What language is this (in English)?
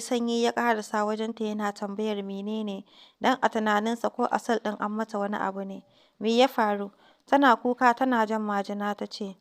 Hausa